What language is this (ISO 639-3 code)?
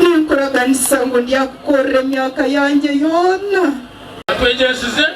nyn